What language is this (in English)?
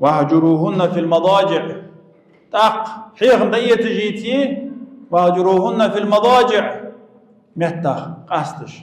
Ingush